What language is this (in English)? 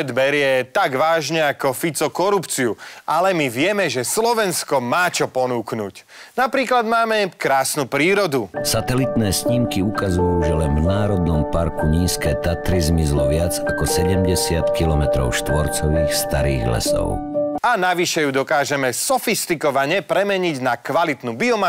Slovak